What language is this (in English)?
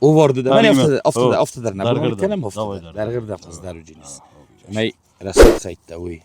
Ossetic